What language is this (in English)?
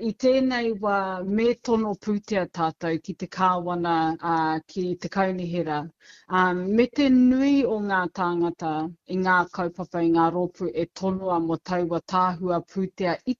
Māori